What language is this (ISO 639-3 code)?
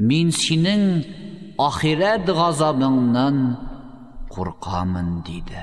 tat